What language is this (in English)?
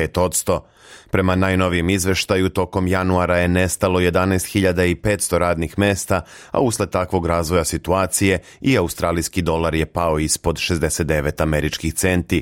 Serbian